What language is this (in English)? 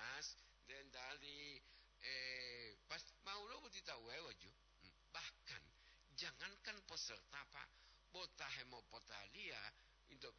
Gorontalo